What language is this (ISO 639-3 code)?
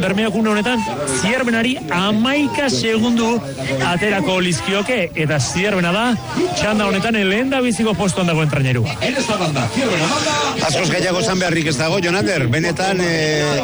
eus